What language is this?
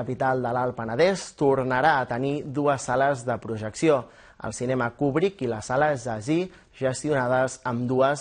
Catalan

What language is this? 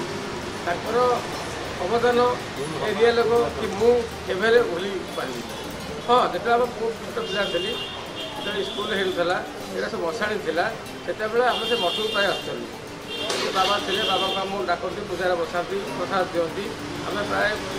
Odia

